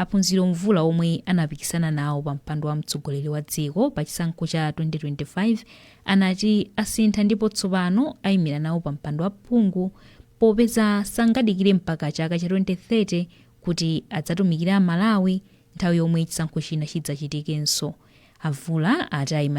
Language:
Nyanja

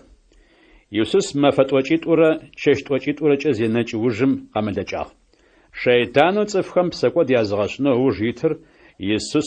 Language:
Adyghe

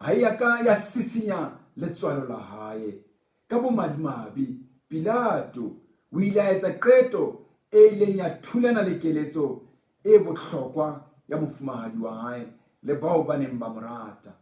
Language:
Southern Sotho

